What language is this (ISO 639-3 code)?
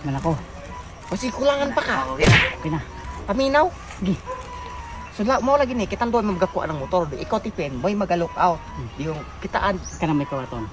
ceb